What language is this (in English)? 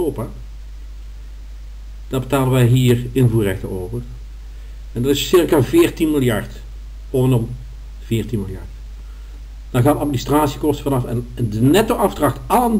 Dutch